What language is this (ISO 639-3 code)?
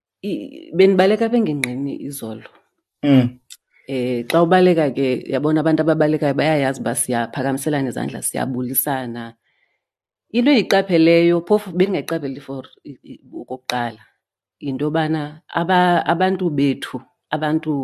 xho